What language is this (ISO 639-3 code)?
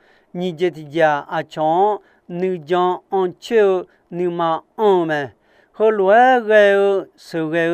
ahk